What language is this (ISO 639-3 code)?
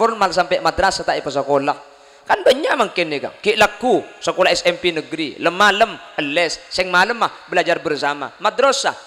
mad